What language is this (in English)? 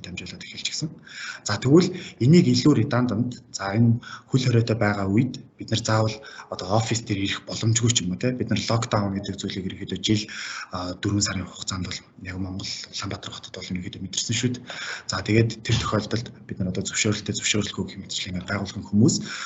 Mongolian